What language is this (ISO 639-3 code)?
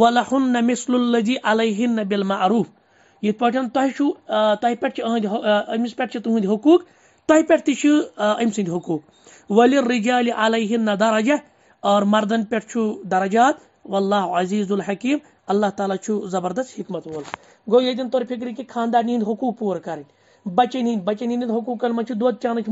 kas